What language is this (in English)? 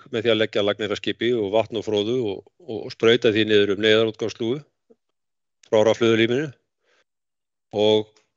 Icelandic